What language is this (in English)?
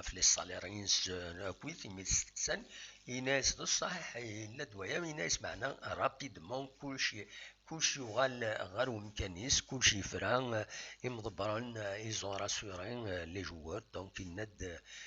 Kabyle